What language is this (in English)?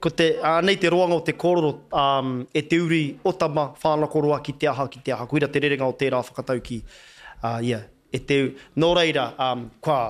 Māori